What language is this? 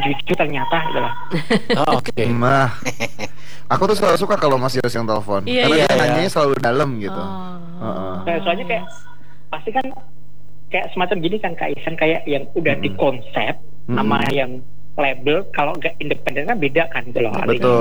Indonesian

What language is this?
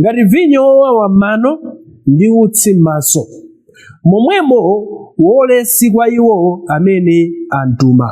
Nyanja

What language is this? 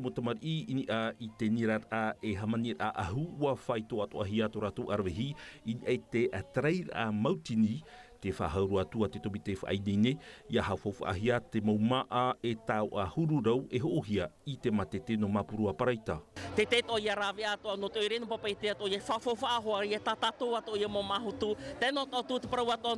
Tahitian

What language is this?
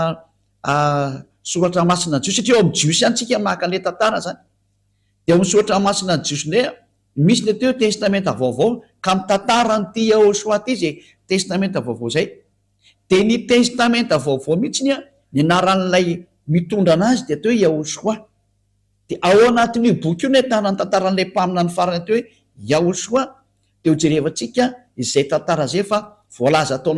Malagasy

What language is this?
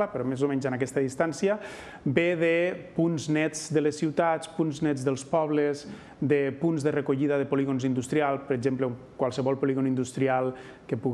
Catalan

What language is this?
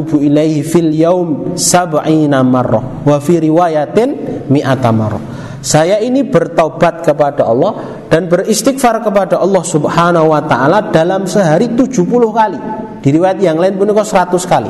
Indonesian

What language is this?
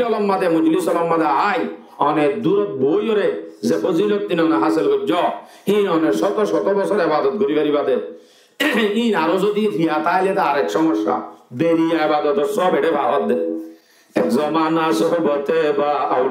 Rohingya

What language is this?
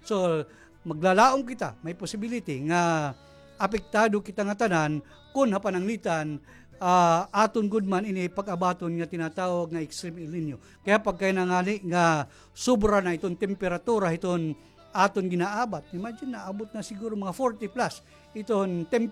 Waray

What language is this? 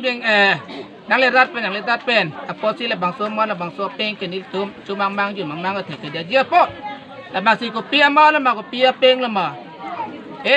Karbi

